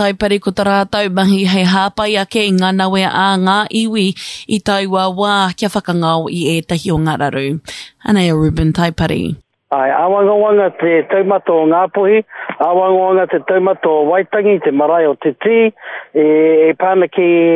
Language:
Māori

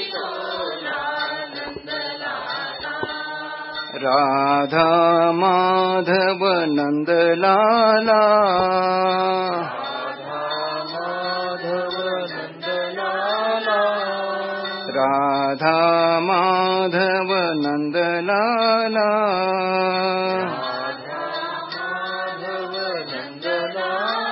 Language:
Marathi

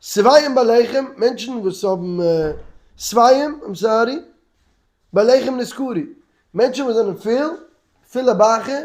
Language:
Yiddish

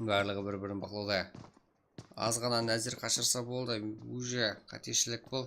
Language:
Kara-Kalpak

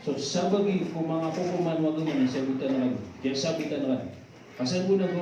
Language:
Maranao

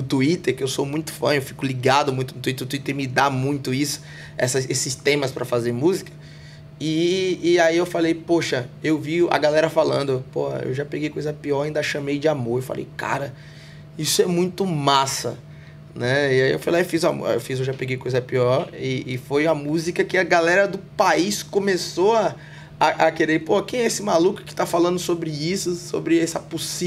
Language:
Portuguese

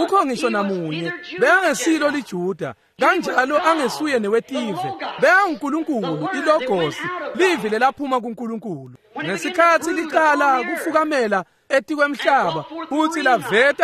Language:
Swati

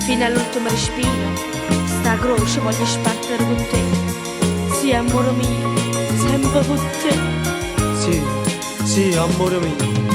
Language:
Neapolitan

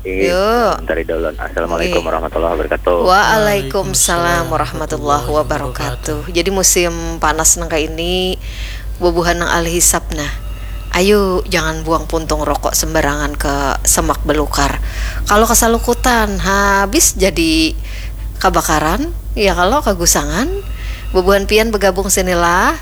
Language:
Banjar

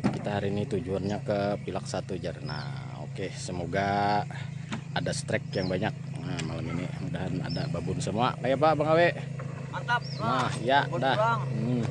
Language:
Banjar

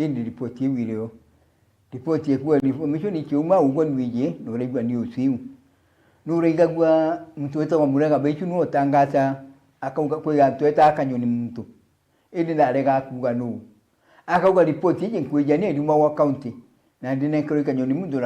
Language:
Meru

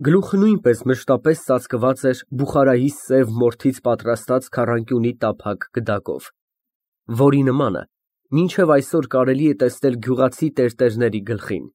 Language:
Armenian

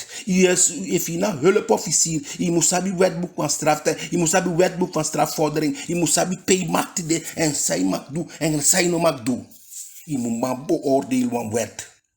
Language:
Eastern Maroon Creole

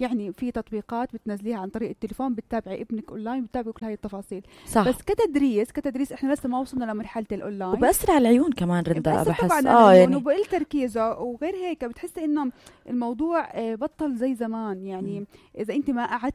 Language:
North Levantine Arabic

